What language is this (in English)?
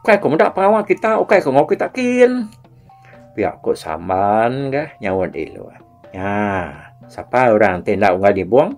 Iban